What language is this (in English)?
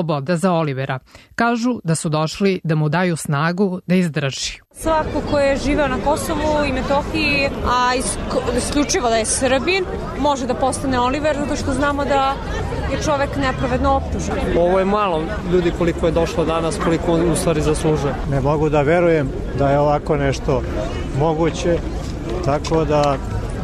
Serbian